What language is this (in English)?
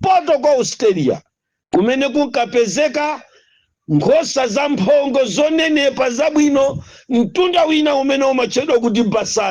Nyanja